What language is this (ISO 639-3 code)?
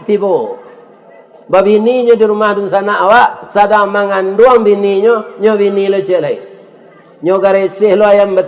min